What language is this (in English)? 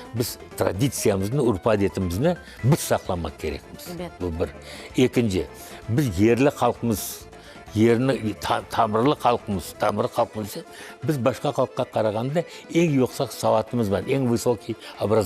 Crimean Tatar